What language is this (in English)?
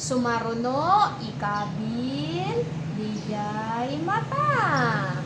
Iloko